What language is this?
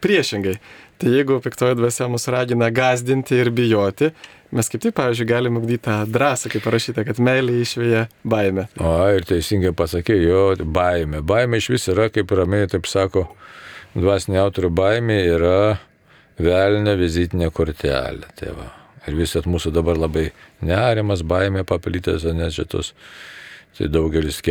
Lithuanian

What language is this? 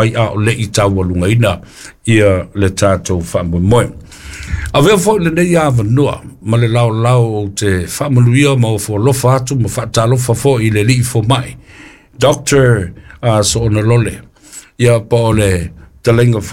Samoan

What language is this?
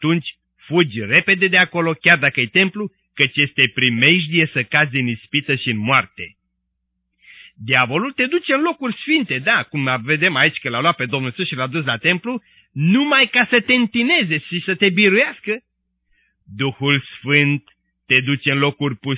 Romanian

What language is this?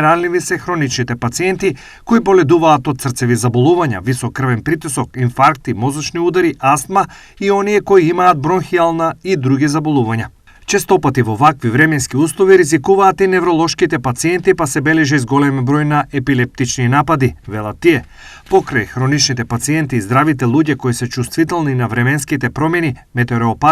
Macedonian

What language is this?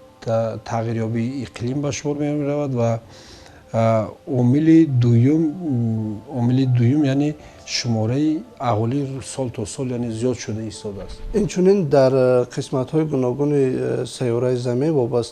Tajik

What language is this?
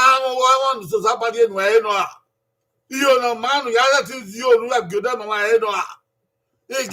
Bini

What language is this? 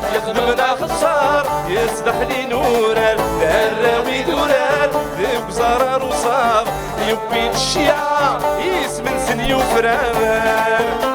Kabyle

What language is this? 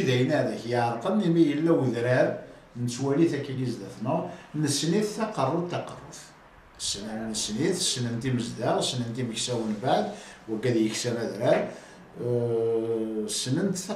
Kabyle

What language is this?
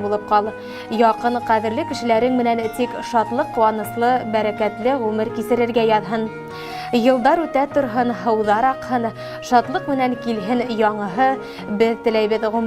Bashkir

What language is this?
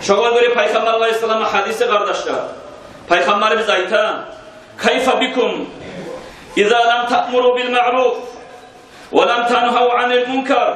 Kumyk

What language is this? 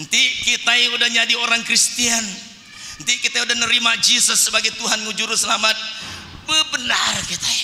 Iban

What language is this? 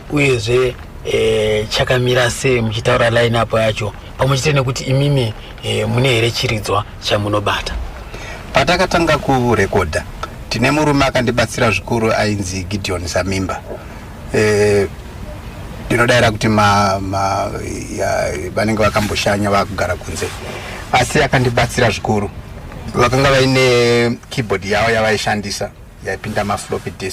Shona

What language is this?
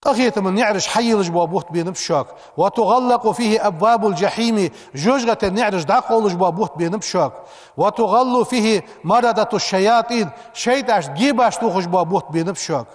Ingush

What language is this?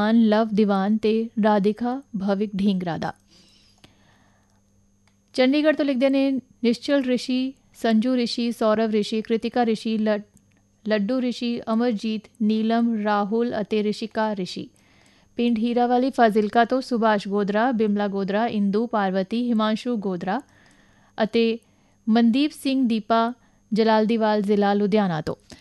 Punjabi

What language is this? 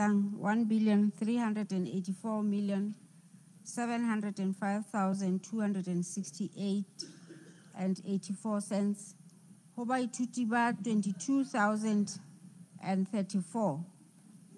Southern Sotho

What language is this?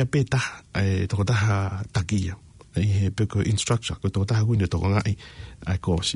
Tongan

